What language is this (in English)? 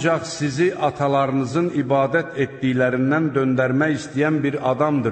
Azerbaijani